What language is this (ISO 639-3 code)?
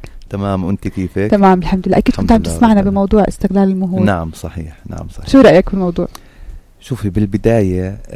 apc